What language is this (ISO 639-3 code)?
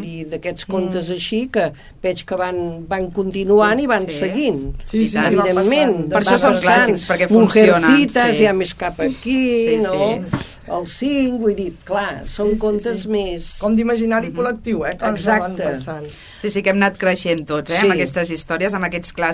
cat